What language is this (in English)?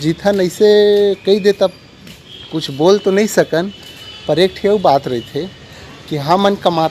Chhattisgarhi